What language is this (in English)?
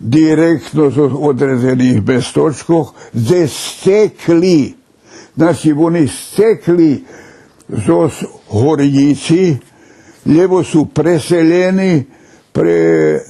Rusyn